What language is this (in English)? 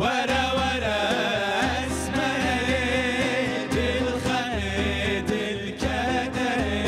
Kurdish